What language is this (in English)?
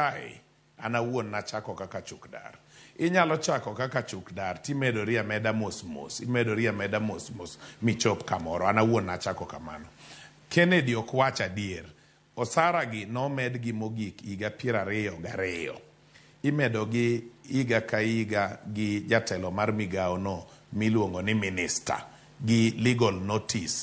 Luo (Kenya and Tanzania)